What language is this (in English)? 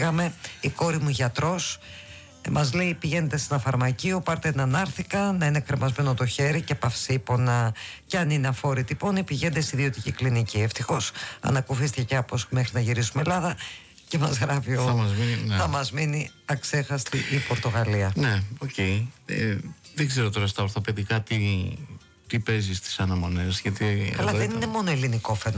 Greek